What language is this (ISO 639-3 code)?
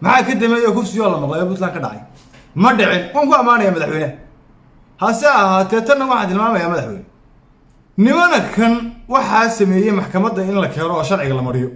som